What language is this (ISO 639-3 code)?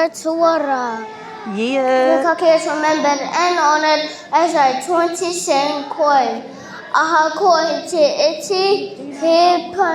mri